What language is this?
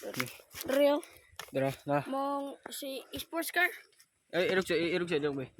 Cebuano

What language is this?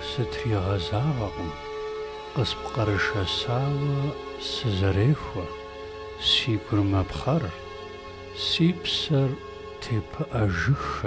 Kabardian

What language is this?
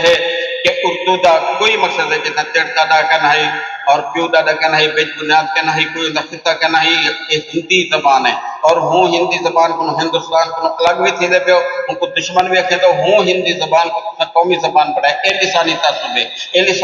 Saraiki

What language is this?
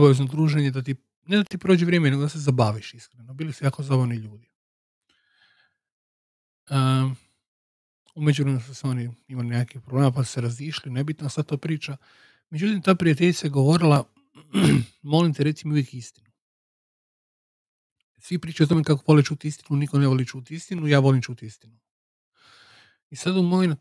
Croatian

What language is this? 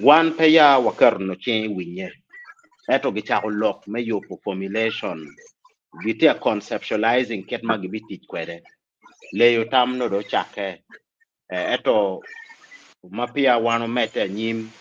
Acoli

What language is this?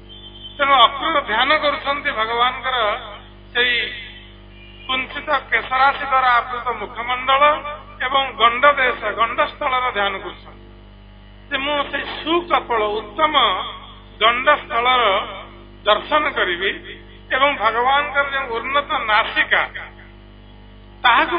Odia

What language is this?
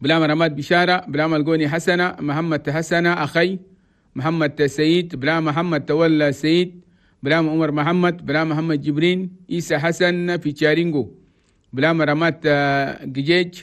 Chadian Arabic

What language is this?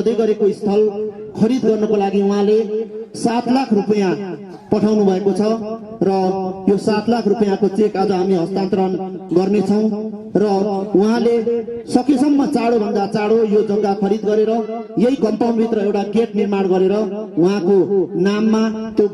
Nepali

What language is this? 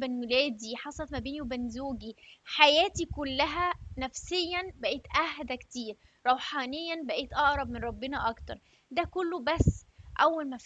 Egyptian Arabic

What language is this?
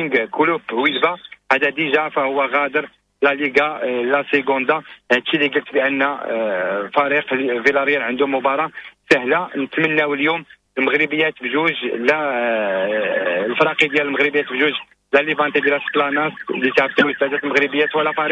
Moroccan Arabic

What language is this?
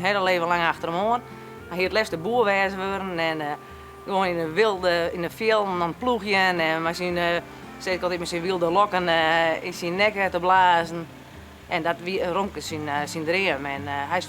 Western Frisian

